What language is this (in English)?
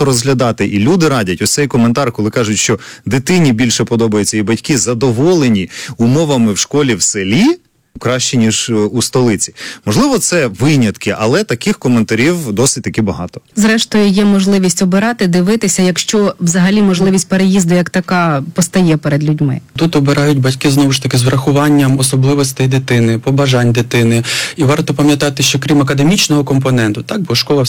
Ukrainian